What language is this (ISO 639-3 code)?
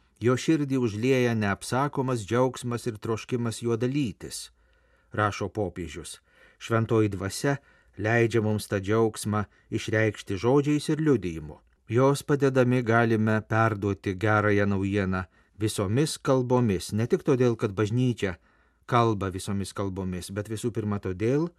lit